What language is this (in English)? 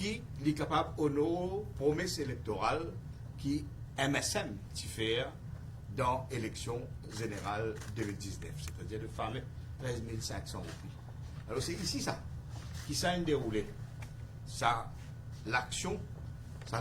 Morisyen